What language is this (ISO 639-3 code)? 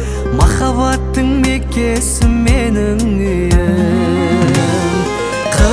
kaz